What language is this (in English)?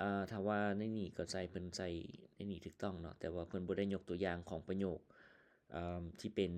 Lao